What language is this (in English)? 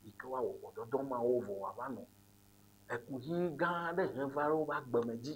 Ewe